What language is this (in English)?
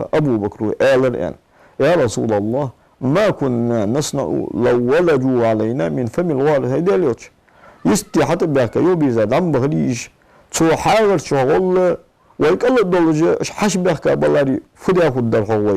Ingush